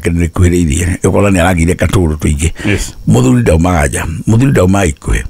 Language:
Kikuyu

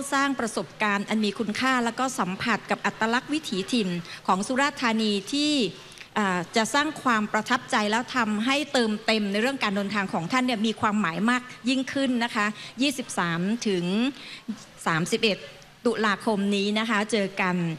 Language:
Thai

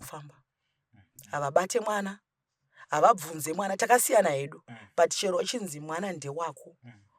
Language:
Shona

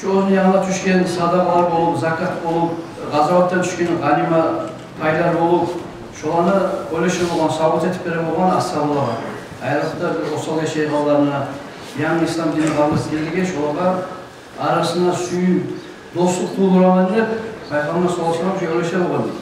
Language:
Kumyk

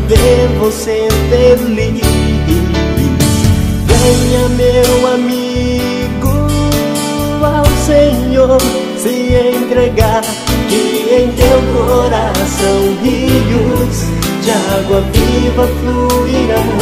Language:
Portuguese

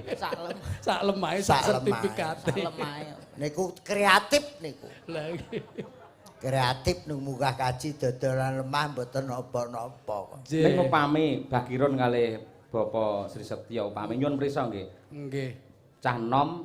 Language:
Javanese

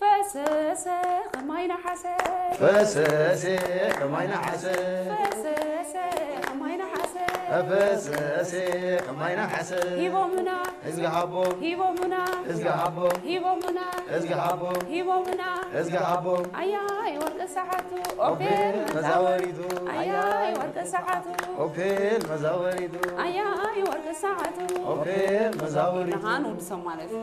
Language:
Tigre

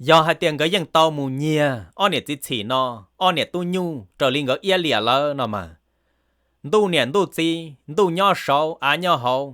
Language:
Hmong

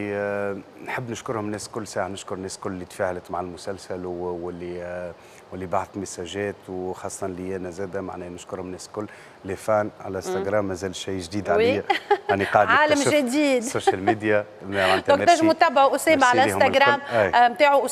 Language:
Tunisian Arabic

